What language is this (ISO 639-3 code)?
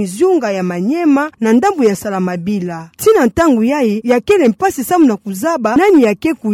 ktu